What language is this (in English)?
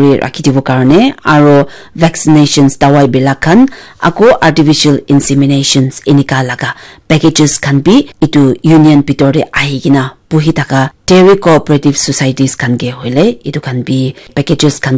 Naga Pidgin